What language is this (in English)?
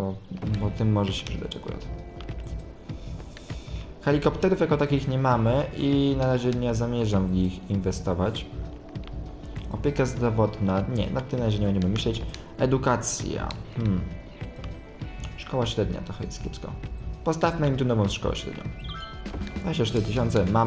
Polish